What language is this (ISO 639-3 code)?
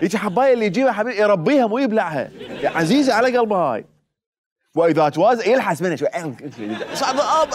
acm